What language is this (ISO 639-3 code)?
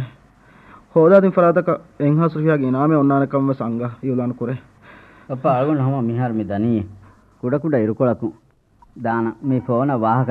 div